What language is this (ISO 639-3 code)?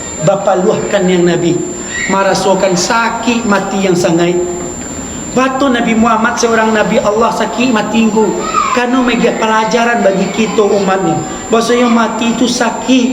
min